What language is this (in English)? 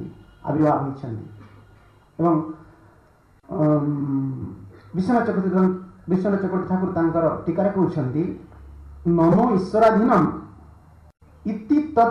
Odia